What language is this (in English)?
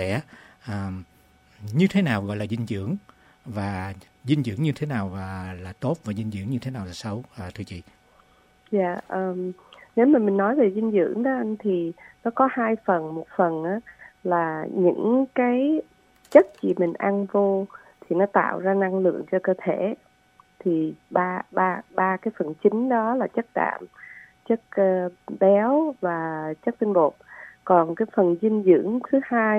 Vietnamese